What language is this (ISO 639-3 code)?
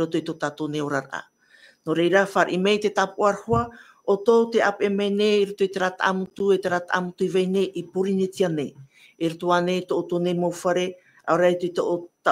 tah